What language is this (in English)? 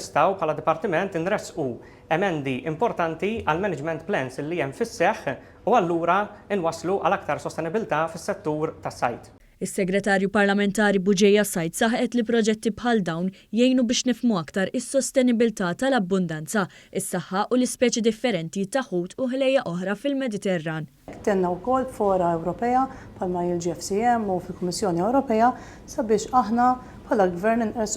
Maltese